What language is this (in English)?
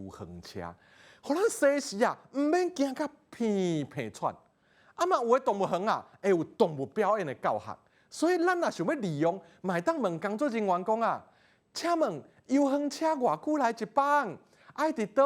Min Nan Chinese